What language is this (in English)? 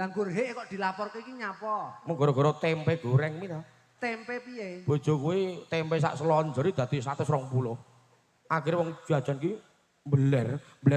Javanese